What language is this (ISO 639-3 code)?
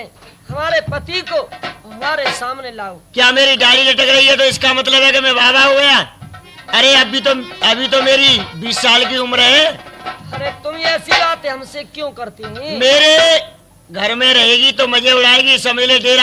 bgc